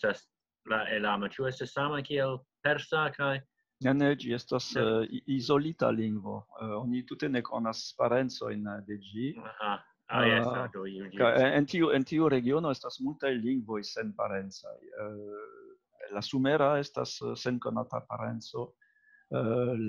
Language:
Esperanto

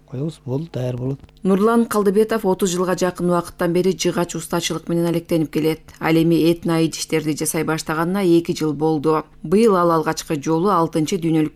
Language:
Kyrgyz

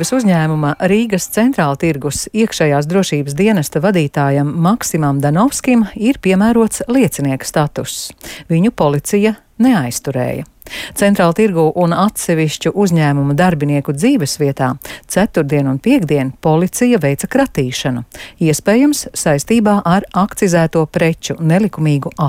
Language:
Latvian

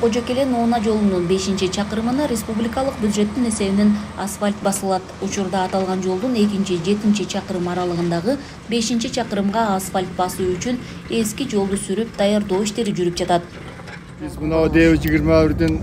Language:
Kyrgyz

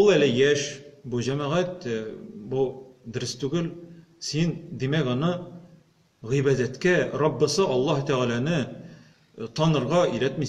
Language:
Tatar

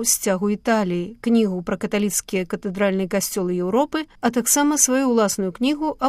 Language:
Belarusian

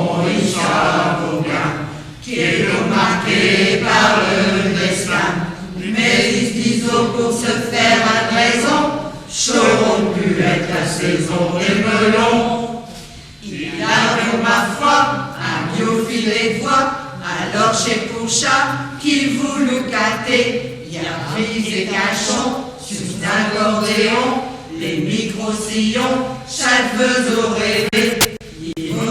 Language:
Picard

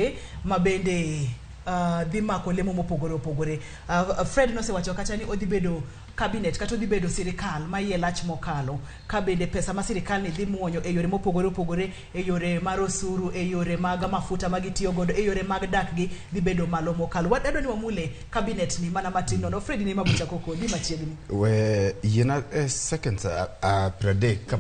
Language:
Luo (Kenya and Tanzania)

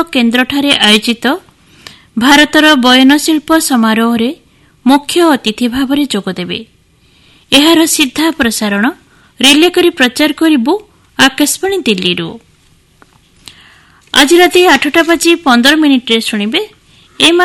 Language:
Odia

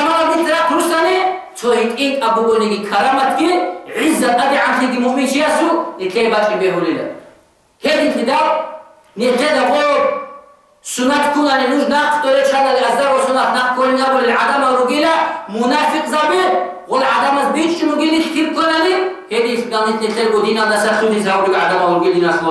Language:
Avaric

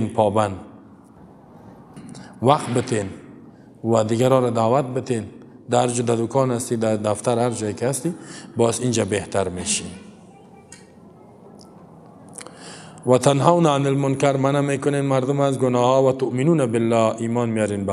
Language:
Persian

